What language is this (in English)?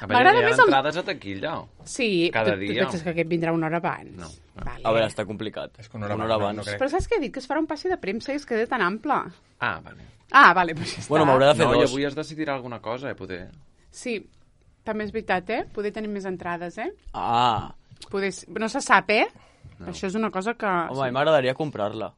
Catalan